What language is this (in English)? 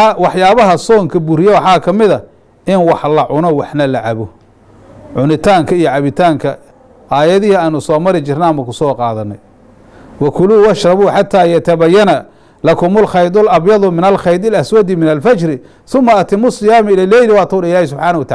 Somali